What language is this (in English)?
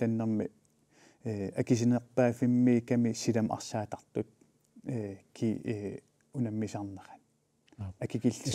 Kalaallisut